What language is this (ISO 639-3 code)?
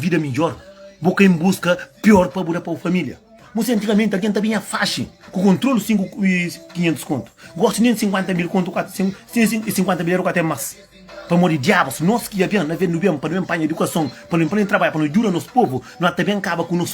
kea